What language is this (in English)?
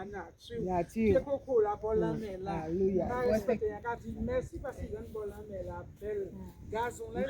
Guadeloupean Creole French